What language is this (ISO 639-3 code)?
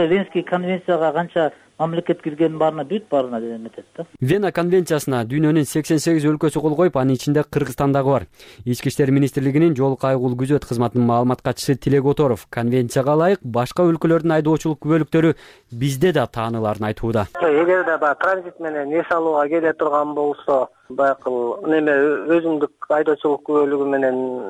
kir